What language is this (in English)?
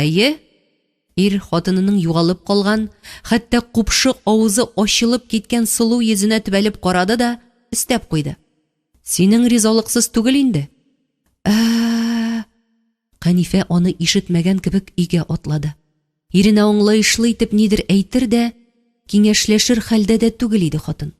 Tatar